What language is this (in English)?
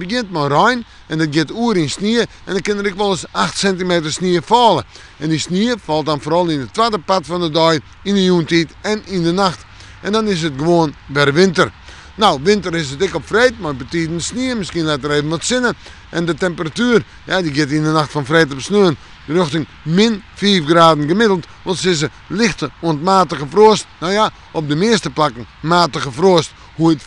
Western Frisian